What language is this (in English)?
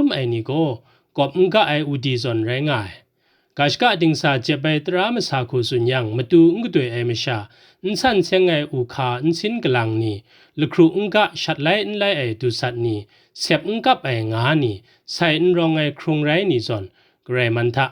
Kachin